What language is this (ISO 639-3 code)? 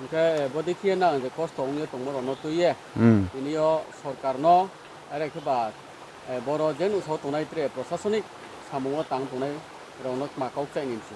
ria